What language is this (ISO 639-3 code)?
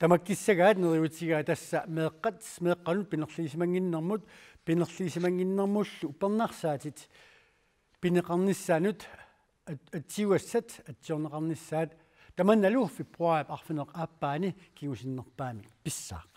kal